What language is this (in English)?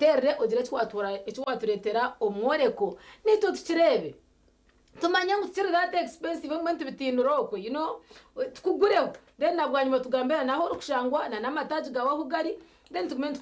Nyankole